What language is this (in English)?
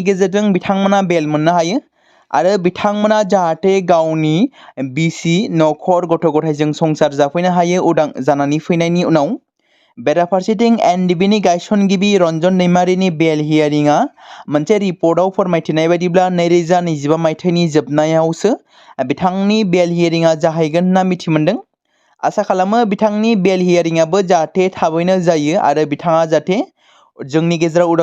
Bodo